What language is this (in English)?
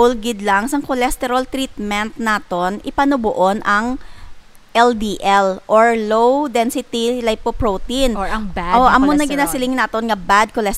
Hiligaynon